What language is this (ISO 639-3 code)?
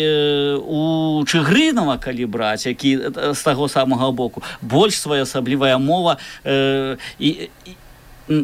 bel